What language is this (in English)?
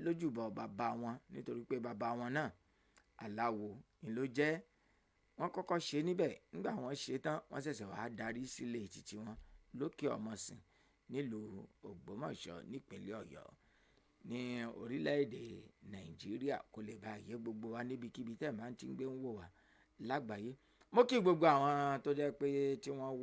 Yoruba